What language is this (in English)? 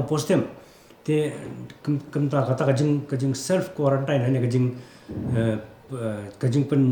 Khasi